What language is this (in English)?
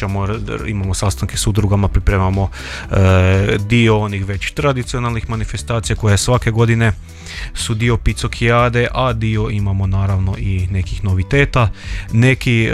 Croatian